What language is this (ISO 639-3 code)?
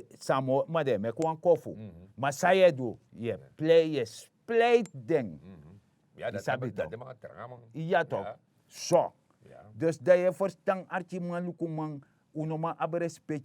srn